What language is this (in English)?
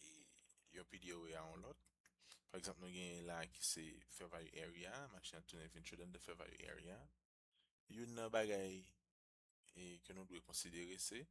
Haitian Creole